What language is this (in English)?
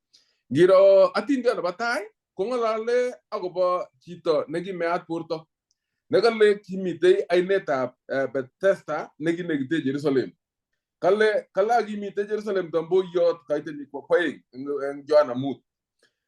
Kalenjin